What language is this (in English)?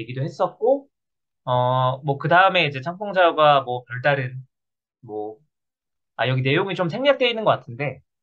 Korean